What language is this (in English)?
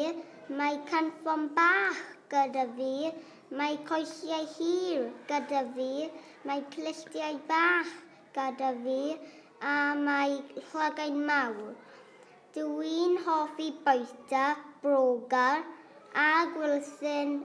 Welsh